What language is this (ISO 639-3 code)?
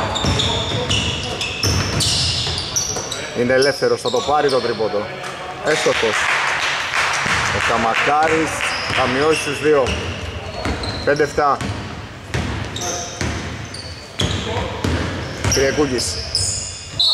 ell